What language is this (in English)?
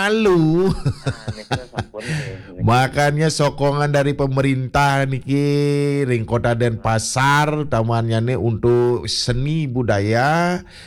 Balinese